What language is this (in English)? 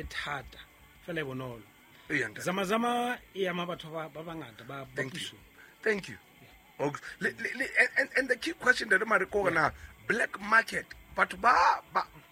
Southern Sotho